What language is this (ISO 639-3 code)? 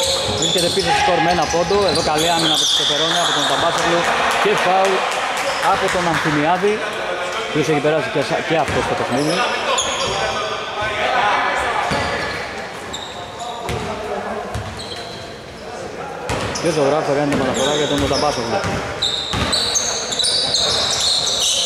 ell